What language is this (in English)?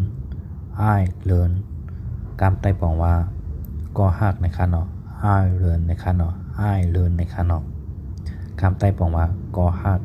Shan